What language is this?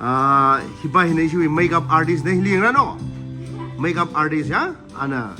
Tangkhul Naga (India)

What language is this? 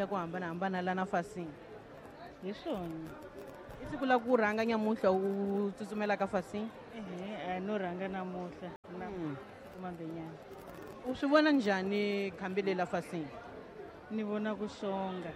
Tsonga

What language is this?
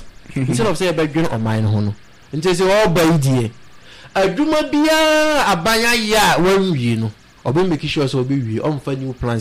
Akan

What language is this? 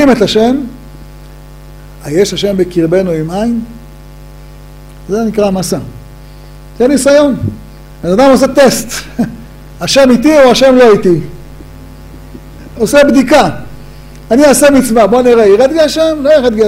Hebrew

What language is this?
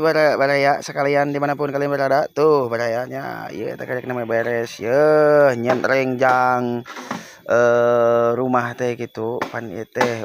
Sundanese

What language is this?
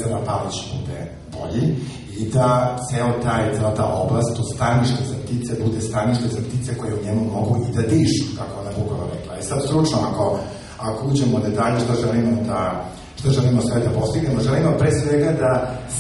Serbian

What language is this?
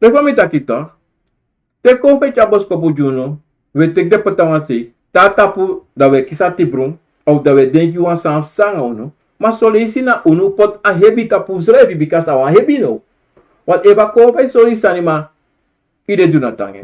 Sranan Tongo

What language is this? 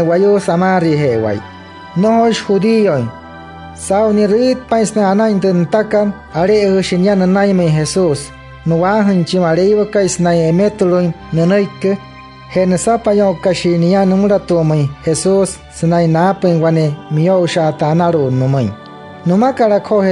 Wayuu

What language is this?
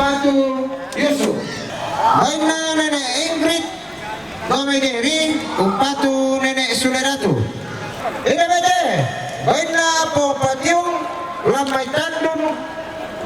Toraja-Sa'dan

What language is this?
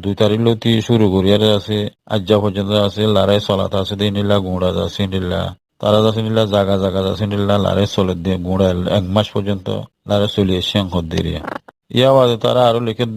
Rohingya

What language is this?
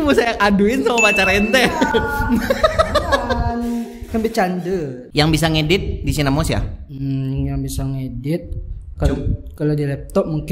Minangkabau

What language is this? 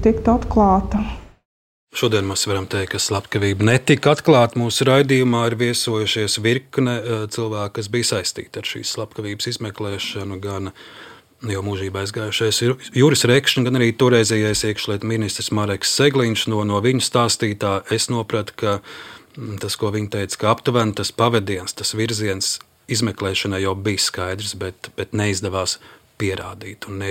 Latvian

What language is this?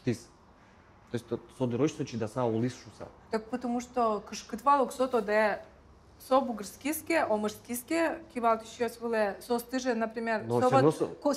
Udmurt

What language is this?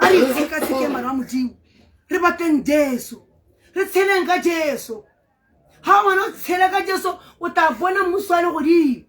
Tswana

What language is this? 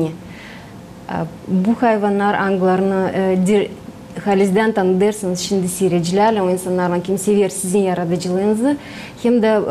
Gagauz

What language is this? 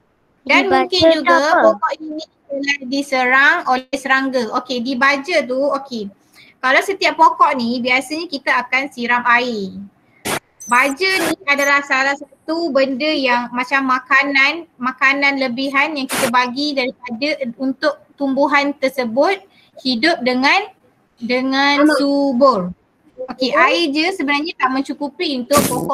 Malay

